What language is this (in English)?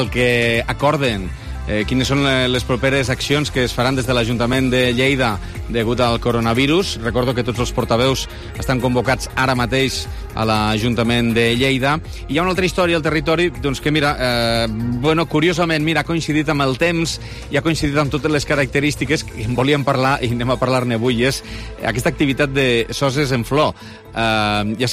Catalan